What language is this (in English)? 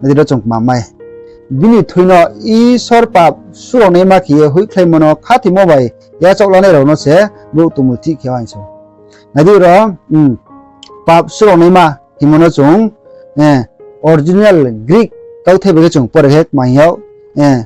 Riang (India)